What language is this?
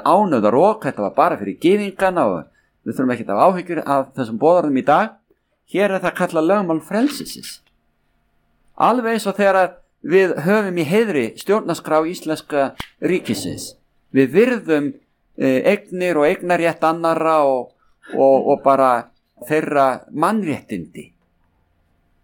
Icelandic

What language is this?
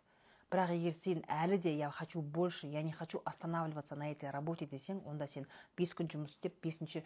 Kazakh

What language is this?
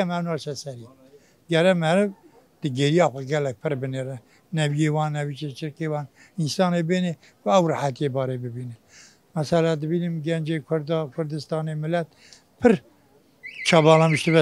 Kurdish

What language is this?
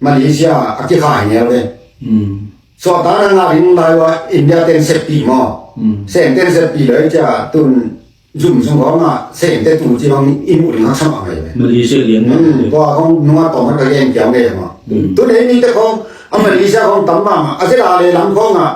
Tedim Chin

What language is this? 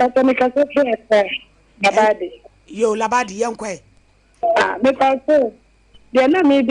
Akan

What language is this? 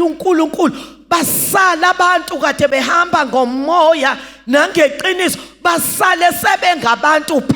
Zulu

